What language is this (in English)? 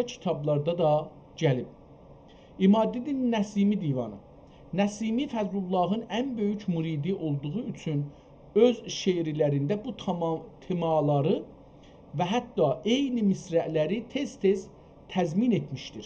South Azerbaijani